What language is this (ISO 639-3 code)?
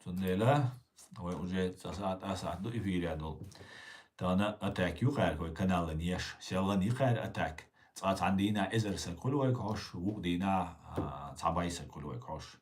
che